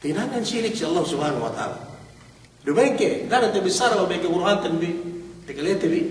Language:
Yakan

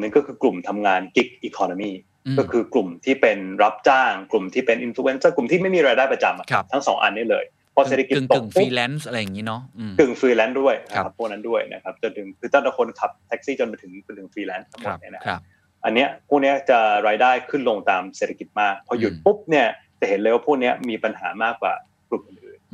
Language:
Thai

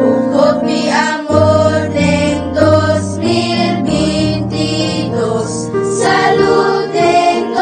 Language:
Papiamento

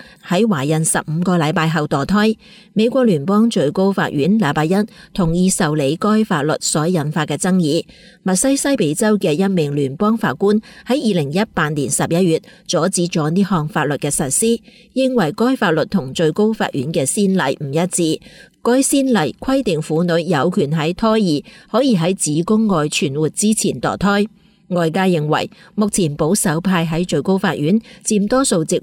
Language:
Cantonese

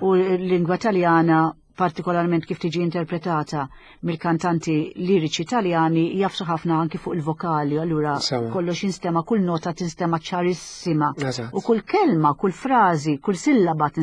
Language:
Maltese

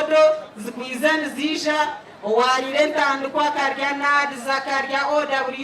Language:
Nyankole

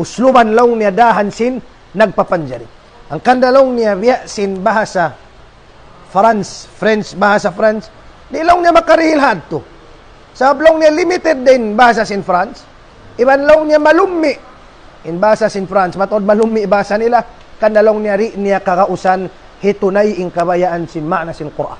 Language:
Tausug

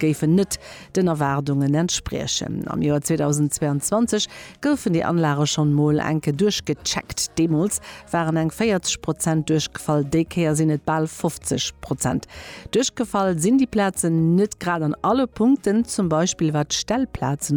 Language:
Luxembourgish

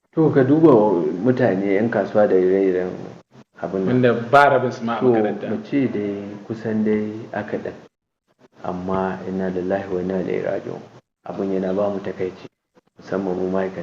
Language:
Hausa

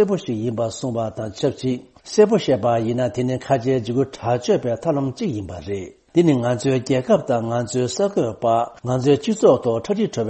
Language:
Tibetan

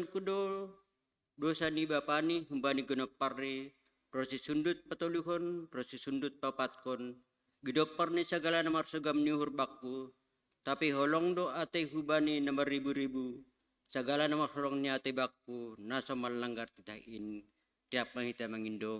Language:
Batak Simalungun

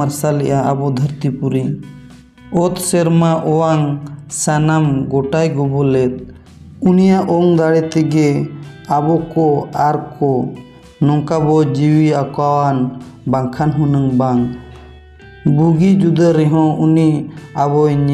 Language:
Santali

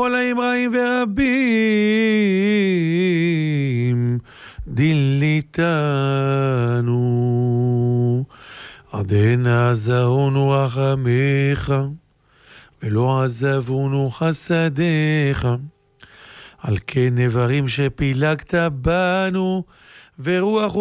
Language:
Hebrew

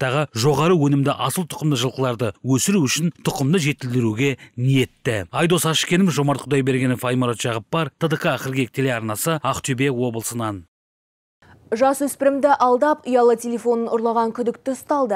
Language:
Kazakh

